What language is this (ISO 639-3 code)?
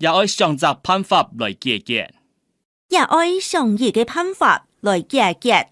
hak